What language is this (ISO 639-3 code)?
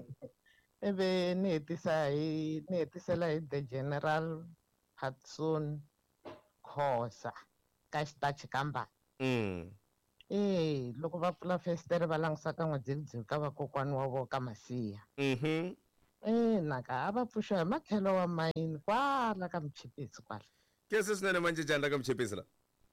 tso